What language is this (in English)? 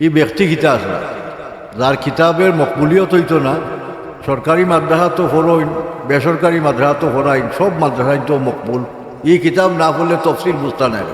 Sylheti